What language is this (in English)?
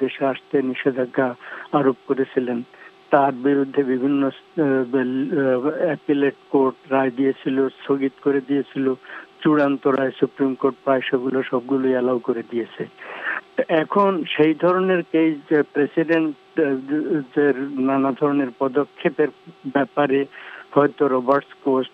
Bangla